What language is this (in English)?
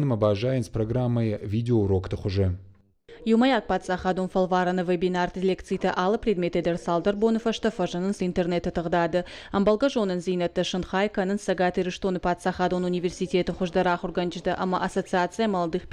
Ossetic